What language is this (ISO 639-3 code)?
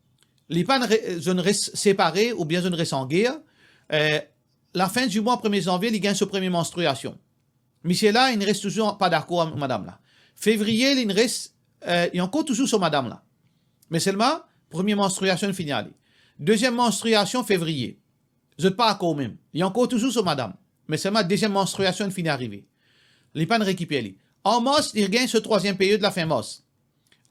mfe